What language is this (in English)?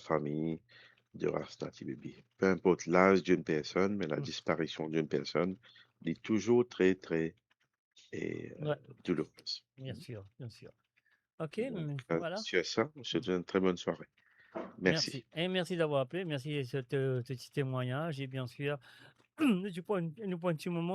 Morisyen